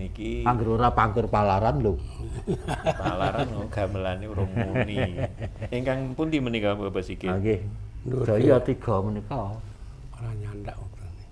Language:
Javanese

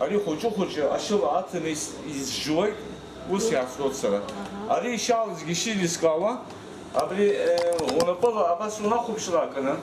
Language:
Abkhazian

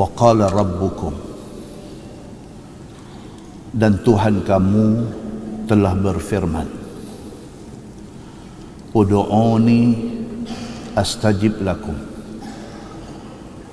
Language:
Malay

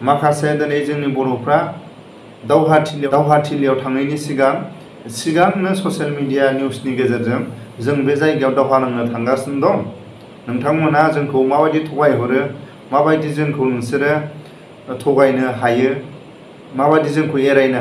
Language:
Bodo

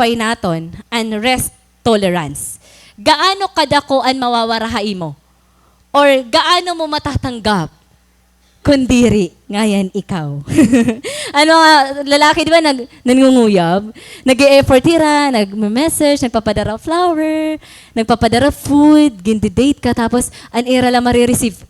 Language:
Waray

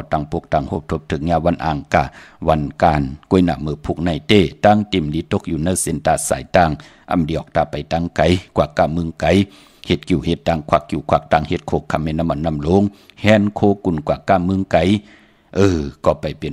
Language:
Shan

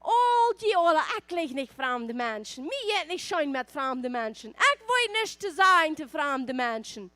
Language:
Plautdietsch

